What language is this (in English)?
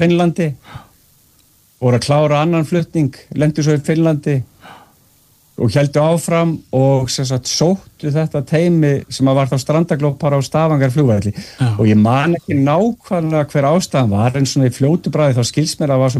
Icelandic